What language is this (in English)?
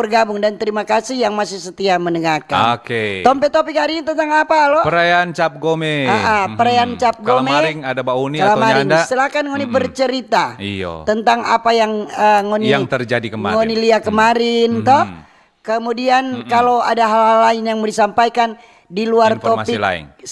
Manado Malay